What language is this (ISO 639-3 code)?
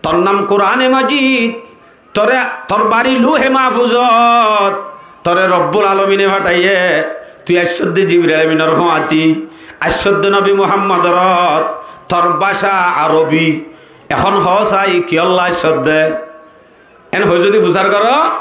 rhg